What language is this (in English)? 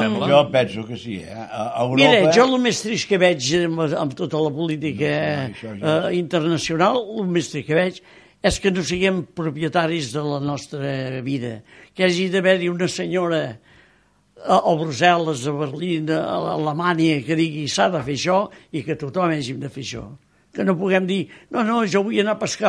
Catalan